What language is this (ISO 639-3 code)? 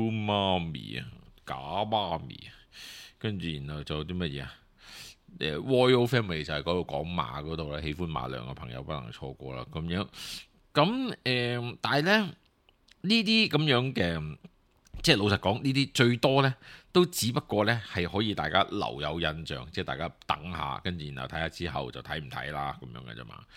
yue